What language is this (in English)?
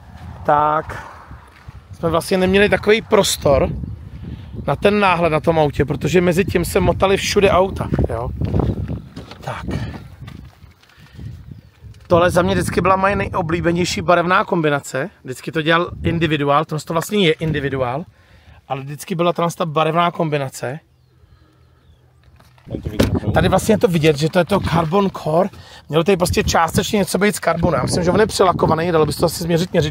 Czech